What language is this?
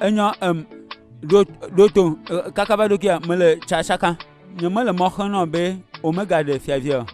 Ewe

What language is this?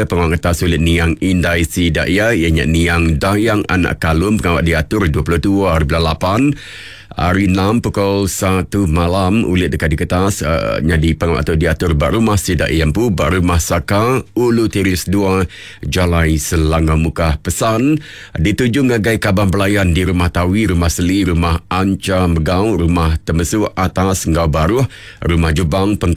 Iban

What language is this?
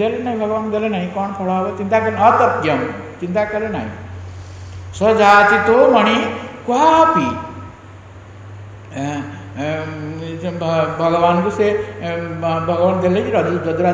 Odia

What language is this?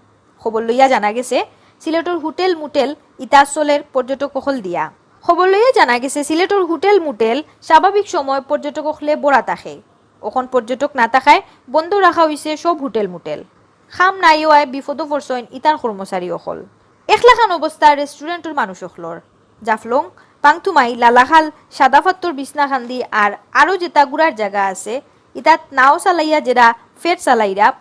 Sylheti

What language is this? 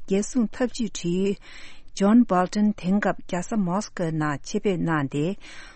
Tibetan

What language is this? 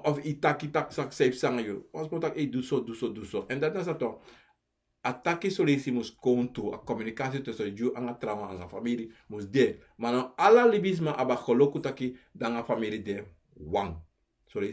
Sranan Tongo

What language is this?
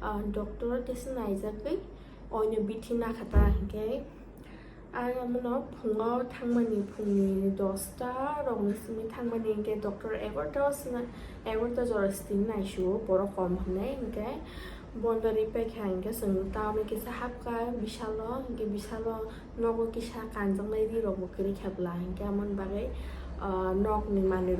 Kok Borok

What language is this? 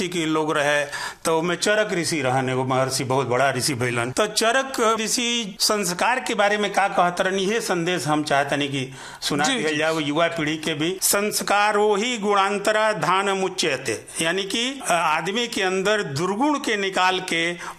Bhojpuri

